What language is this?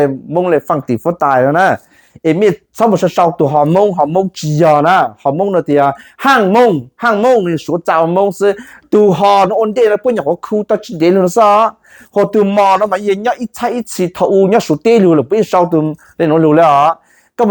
Hmong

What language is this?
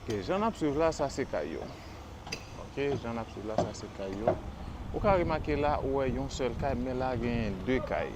Haitian Creole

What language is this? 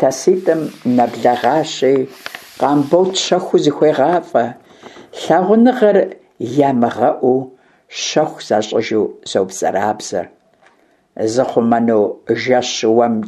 Kabardian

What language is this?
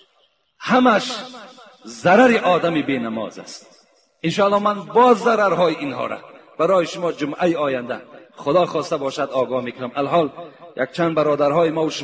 Tajik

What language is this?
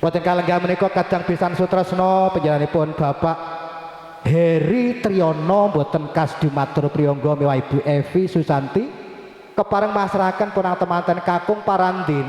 Javanese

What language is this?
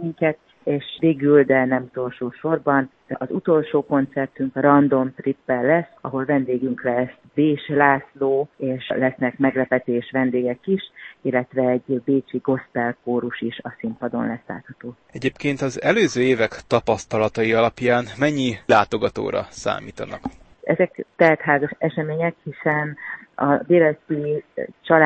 Hungarian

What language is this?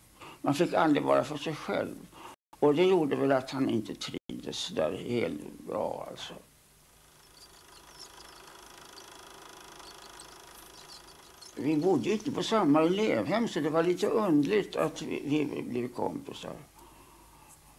Swedish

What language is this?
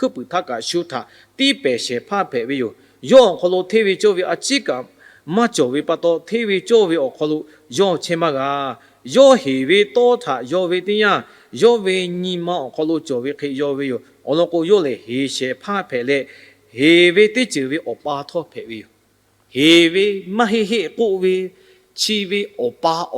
Lahu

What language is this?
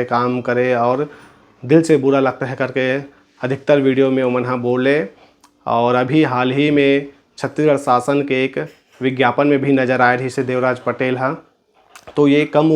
Chhattisgarhi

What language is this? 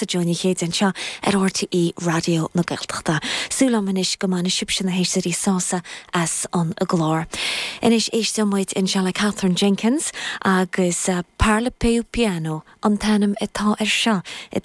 Irish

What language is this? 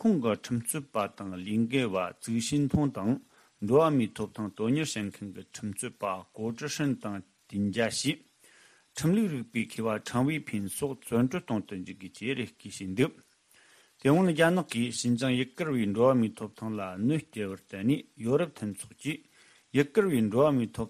Tibetan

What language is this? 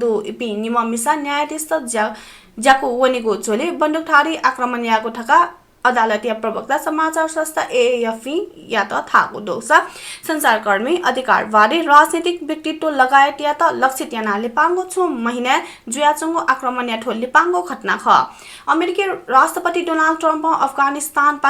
Newari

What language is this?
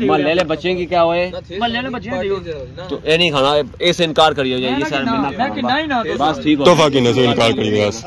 Pahari-Potwari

